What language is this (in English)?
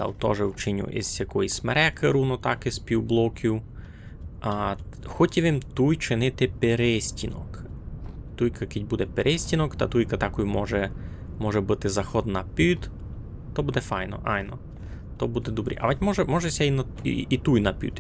Rusyn